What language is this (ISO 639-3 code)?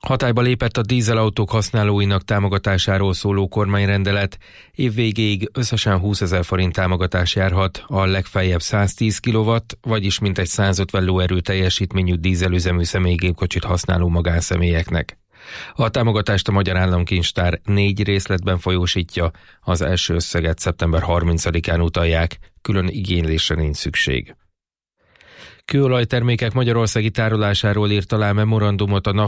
hun